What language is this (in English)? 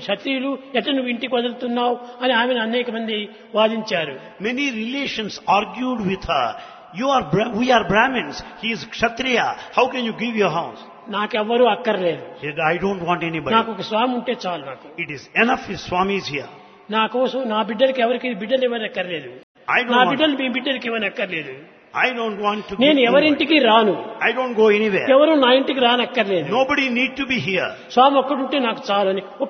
Telugu